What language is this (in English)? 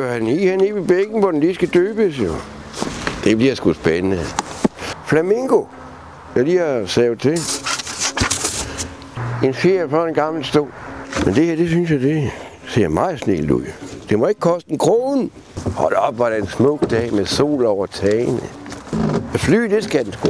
Danish